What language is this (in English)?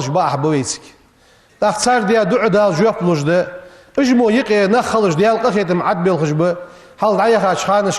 Ingush